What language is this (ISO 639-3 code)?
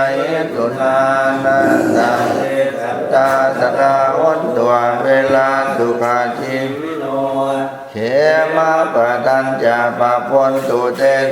pli